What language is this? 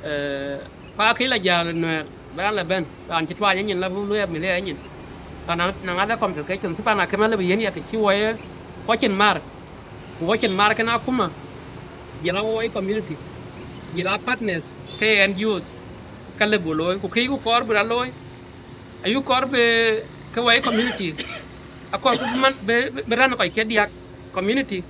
Dinka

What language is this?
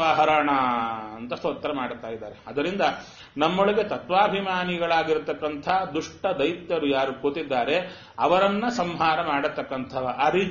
Kannada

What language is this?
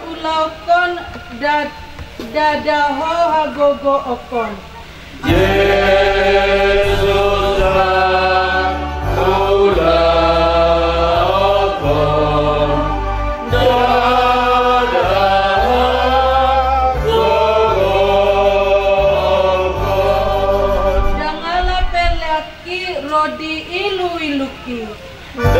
Batak Toba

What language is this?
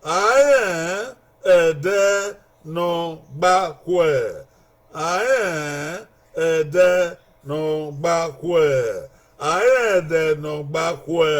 Bini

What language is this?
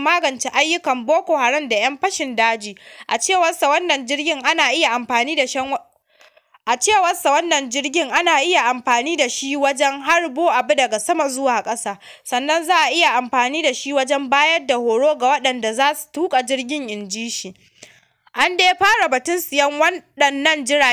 Hausa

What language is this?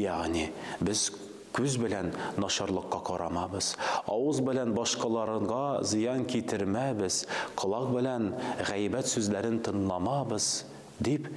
Tatar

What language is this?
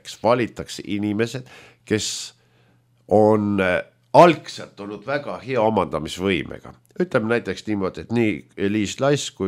Estonian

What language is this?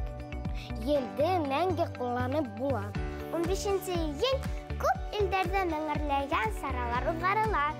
Bashkir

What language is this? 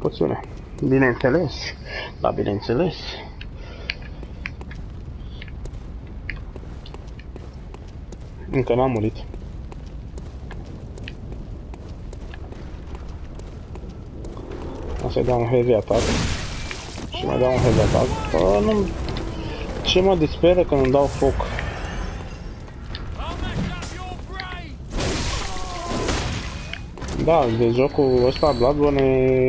Romanian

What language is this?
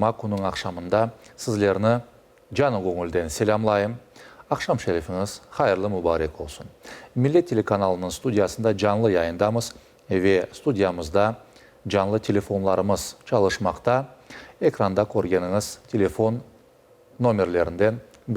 Crimean Tatar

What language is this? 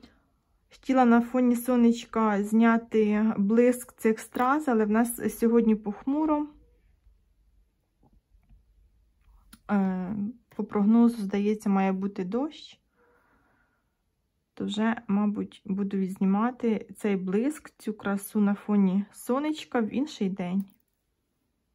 Ukrainian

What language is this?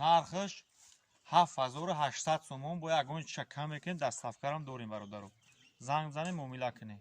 Tajik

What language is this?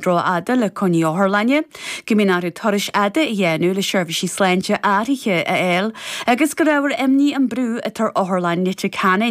Irish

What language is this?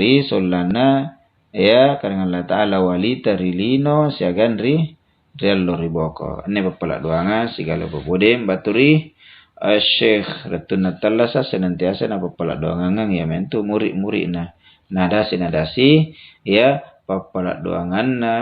Makasar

